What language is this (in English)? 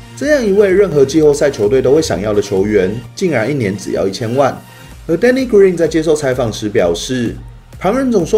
Chinese